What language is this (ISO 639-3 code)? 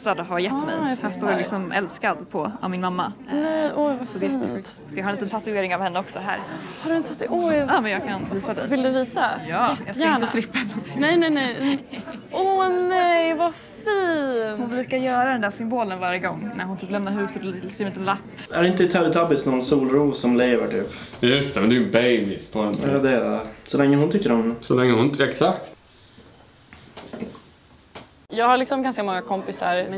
swe